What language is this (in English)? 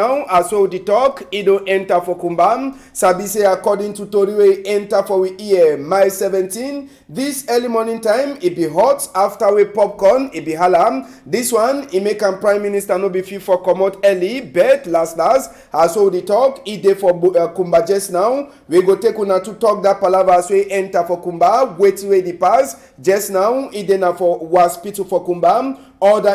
Cameroon Pidgin